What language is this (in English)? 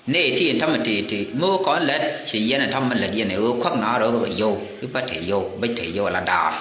Nuer